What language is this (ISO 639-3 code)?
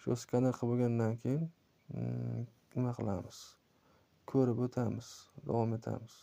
uzb